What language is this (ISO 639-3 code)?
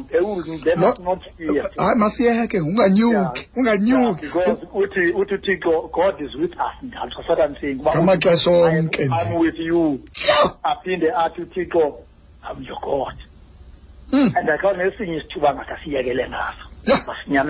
xho